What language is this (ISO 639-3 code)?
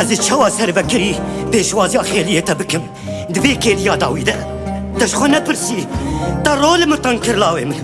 kur